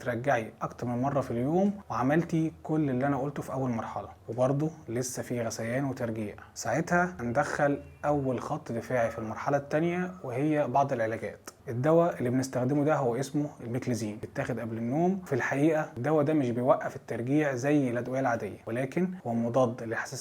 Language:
Egyptian Arabic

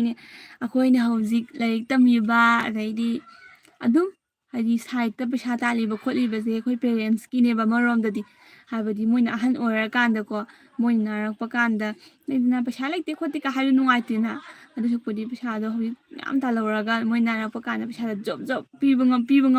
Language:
Manipuri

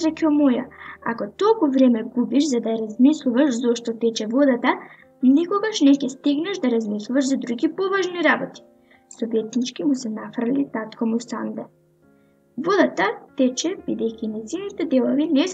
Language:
Macedonian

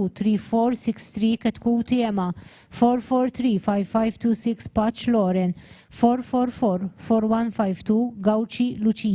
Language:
English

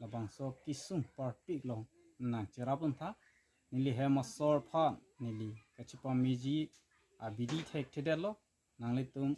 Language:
Karbi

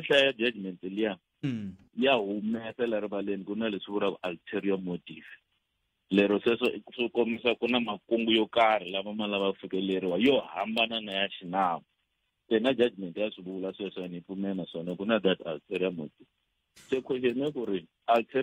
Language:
Tsonga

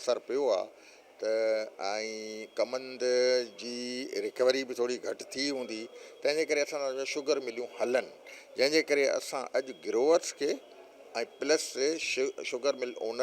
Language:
Sindhi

